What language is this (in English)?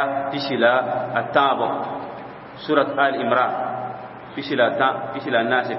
Mossi